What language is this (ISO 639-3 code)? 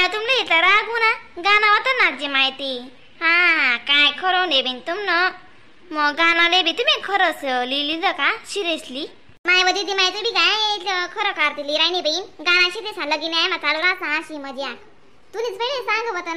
khn